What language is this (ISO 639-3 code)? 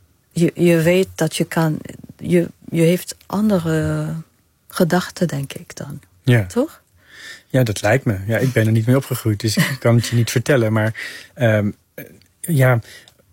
nld